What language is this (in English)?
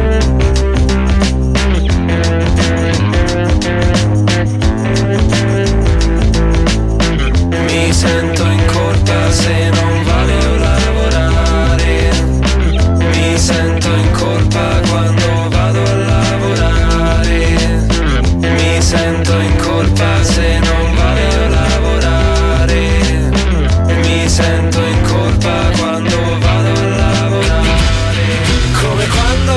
Italian